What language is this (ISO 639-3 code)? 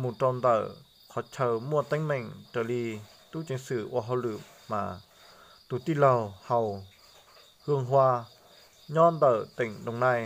hmn